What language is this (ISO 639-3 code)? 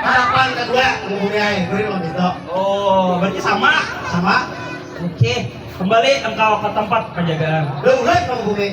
bjn